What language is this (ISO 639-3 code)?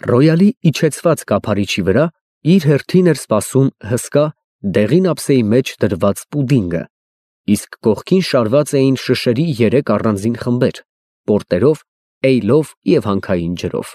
hye